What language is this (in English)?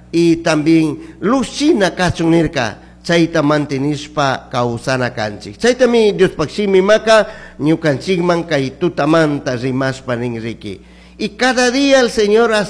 Chimborazo Highland Quichua